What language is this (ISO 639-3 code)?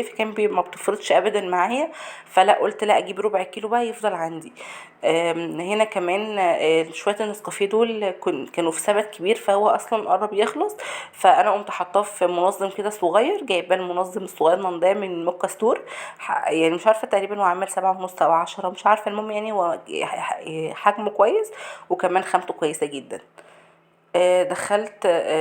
arz